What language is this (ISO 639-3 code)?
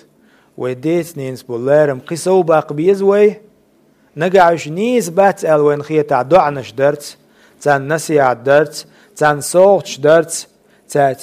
che